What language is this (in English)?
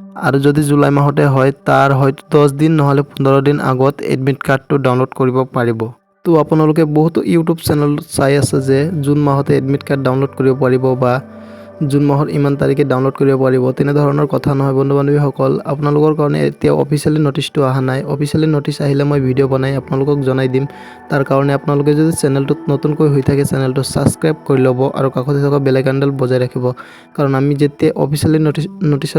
Assamese